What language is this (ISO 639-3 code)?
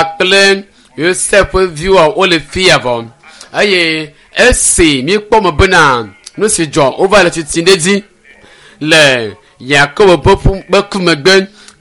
ewe